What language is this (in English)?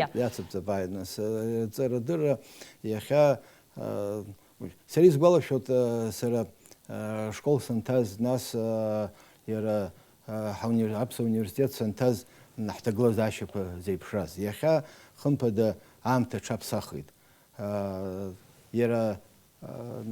Abkhazian